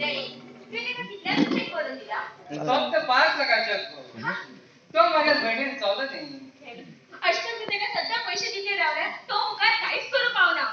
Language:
Konkani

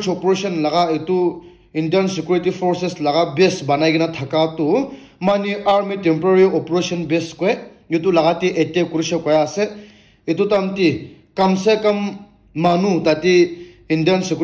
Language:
Naga Pidgin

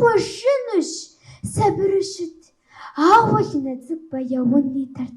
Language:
Kabardian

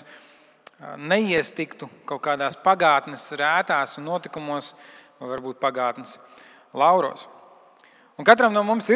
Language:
Latvian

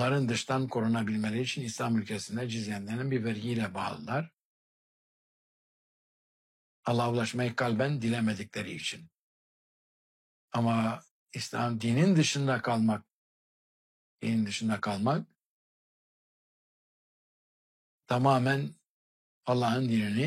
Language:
Turkish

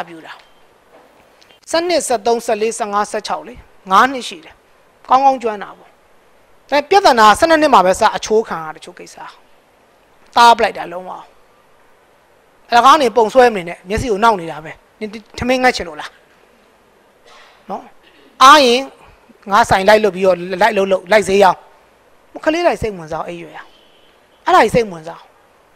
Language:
Burmese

